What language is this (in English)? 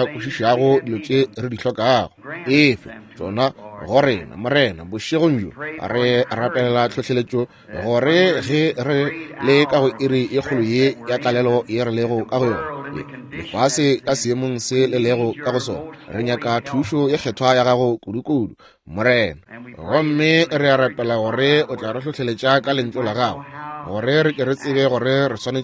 Northern Sotho